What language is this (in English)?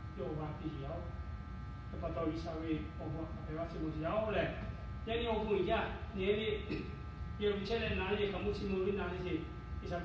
Lahu